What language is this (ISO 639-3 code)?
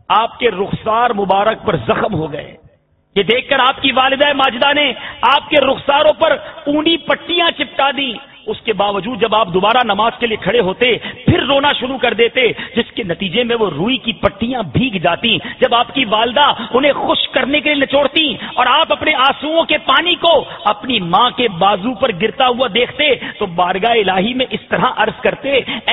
urd